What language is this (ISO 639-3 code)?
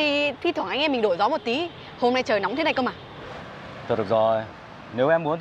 vie